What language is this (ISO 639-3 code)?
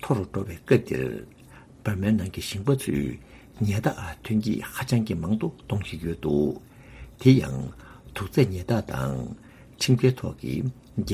bod